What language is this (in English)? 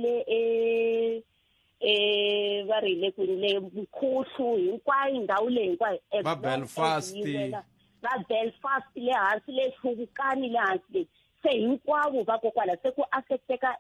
Tsonga